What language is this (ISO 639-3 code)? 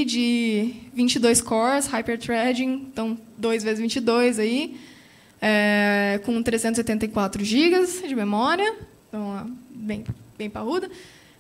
por